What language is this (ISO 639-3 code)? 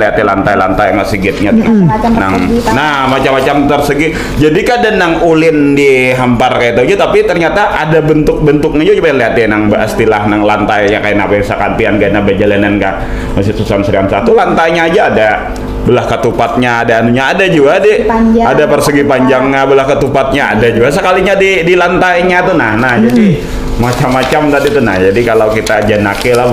bjn